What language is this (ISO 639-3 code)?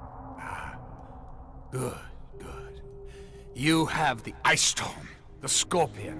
eng